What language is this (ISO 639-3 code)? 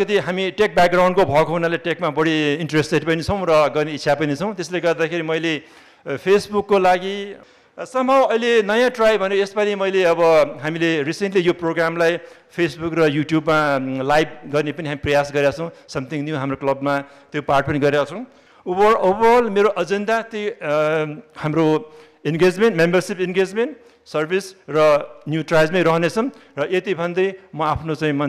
nep